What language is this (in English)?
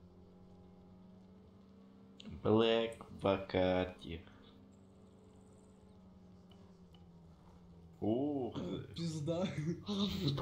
Russian